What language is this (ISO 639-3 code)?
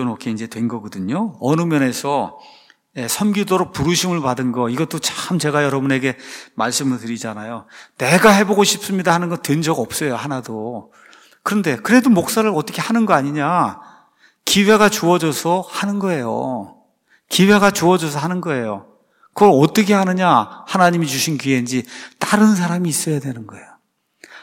kor